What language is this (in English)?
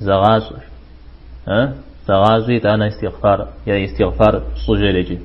Kabardian